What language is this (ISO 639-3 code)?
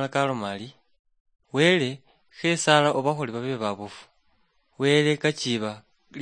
luy